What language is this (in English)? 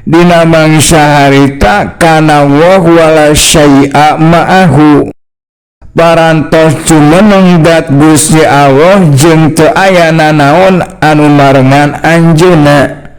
Sundanese